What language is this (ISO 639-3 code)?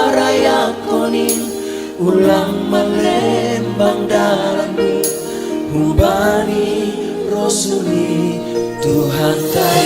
bts